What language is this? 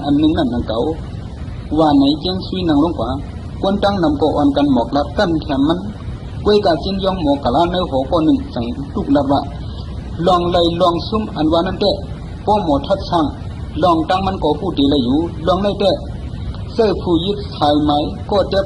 Shan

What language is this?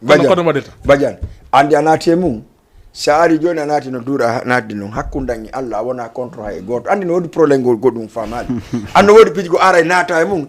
Fula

